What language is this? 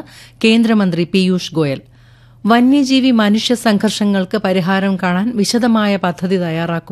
Malayalam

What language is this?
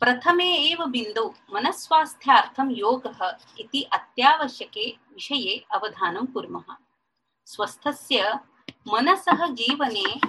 Sanskrit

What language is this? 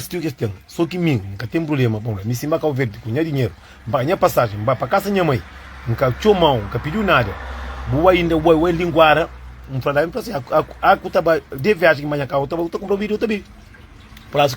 Kabuverdianu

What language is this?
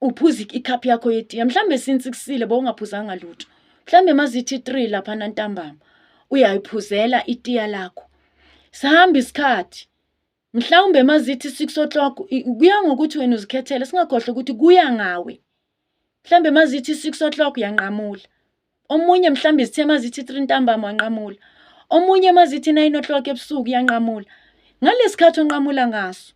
Zulu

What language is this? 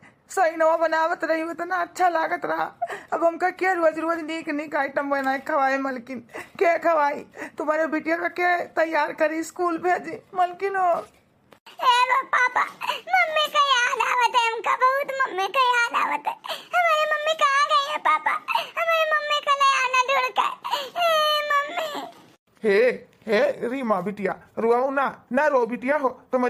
Awadhi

